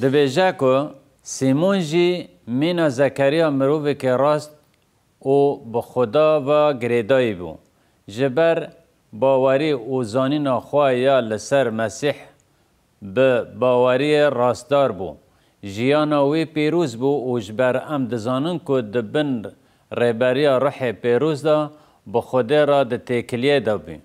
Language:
Kurdish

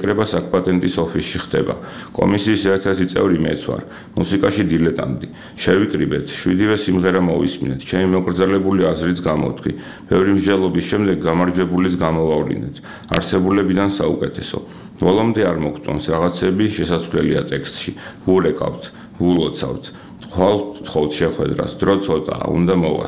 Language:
Georgian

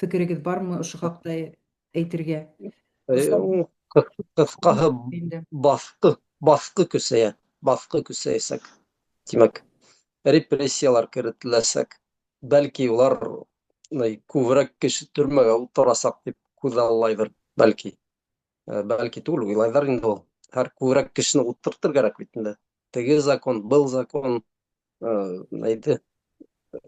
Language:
Bashkir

